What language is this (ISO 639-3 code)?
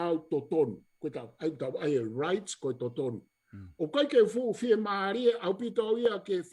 ton